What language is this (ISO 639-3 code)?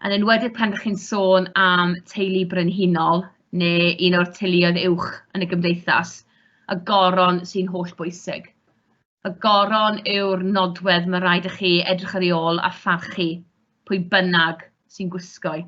cym